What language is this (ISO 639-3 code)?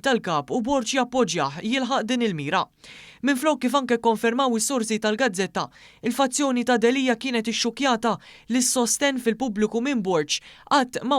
mlt